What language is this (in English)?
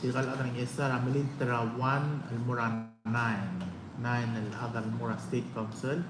Palauan